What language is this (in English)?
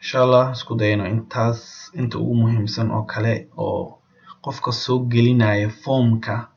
Somali